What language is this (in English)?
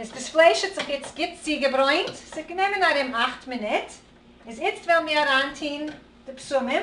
Yiddish